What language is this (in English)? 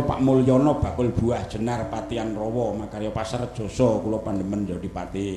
Javanese